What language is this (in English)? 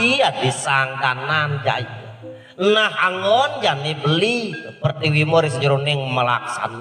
Balinese